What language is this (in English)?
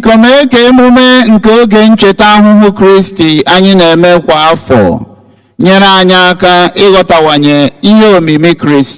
Igbo